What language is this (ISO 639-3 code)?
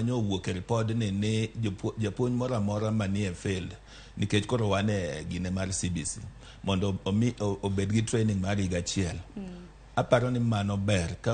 luo